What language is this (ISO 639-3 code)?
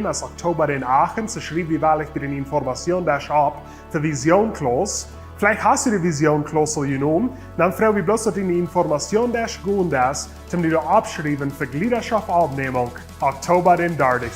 pdt